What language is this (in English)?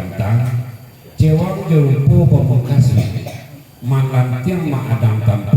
Minangkabau